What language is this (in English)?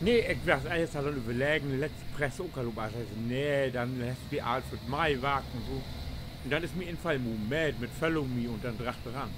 Low German